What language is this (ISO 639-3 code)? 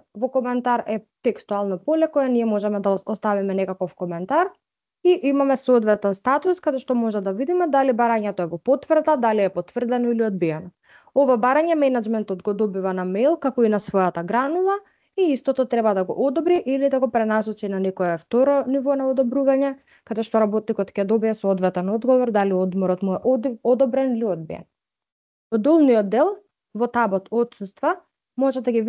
mkd